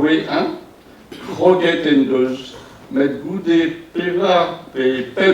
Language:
Breton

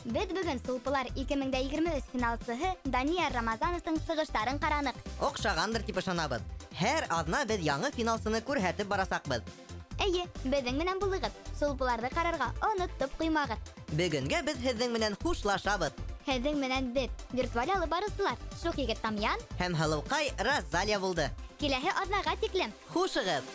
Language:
Bashkir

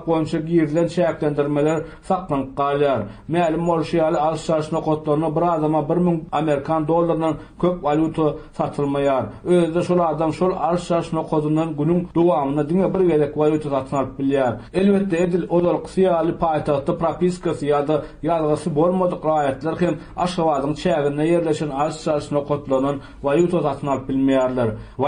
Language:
Turkmen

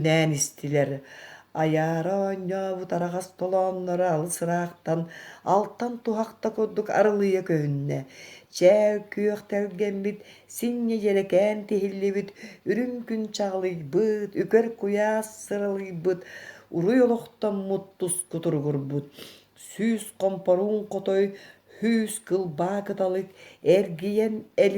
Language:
Yakut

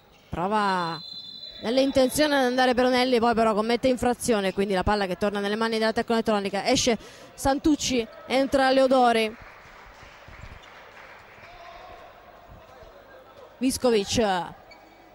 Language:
Italian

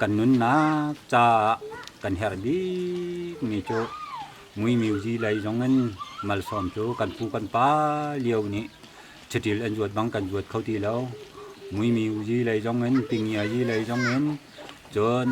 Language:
Hakha Chin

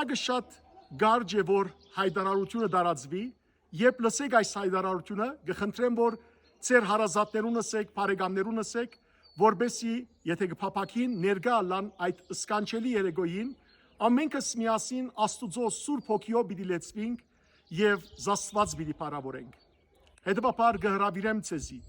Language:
Western Armenian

